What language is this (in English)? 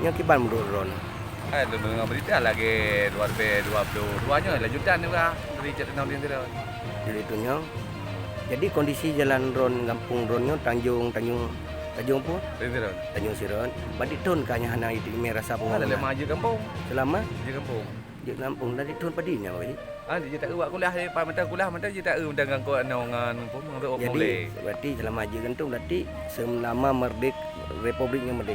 Achinese